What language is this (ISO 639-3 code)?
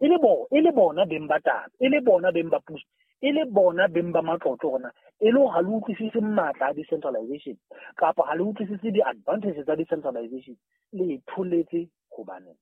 sot